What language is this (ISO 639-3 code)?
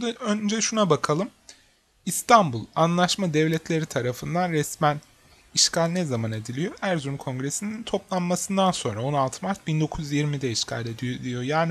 tur